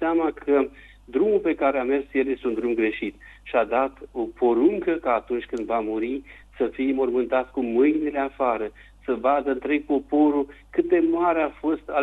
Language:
Romanian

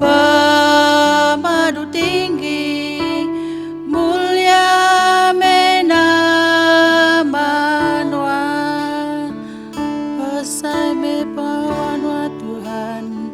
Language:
Iban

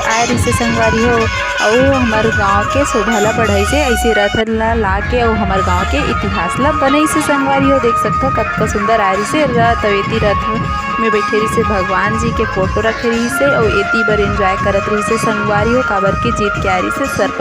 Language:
Chhattisgarhi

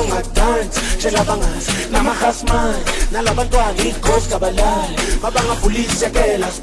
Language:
Zulu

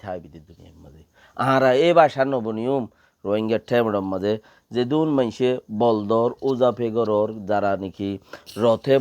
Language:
Rohingya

